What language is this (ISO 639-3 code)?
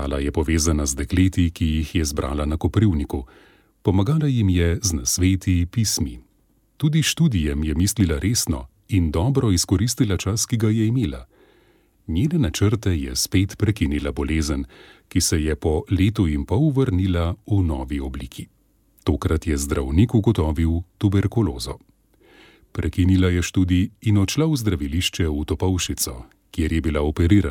slv